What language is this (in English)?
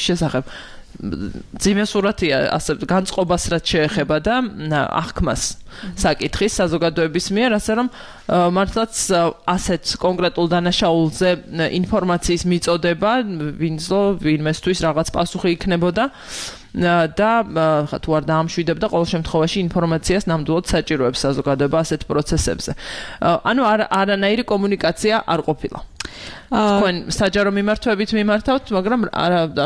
Georgian